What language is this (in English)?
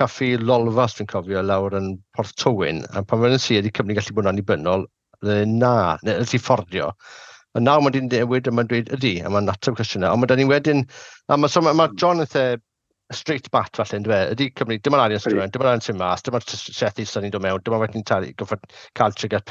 Welsh